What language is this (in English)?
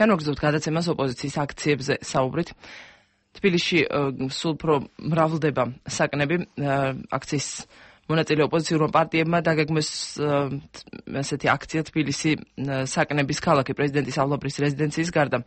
Georgian